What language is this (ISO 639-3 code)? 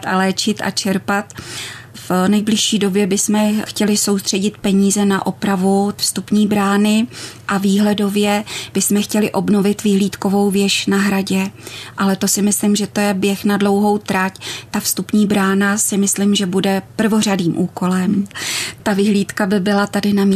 ces